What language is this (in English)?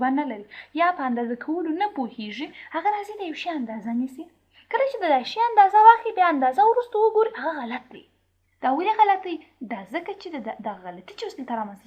Pashto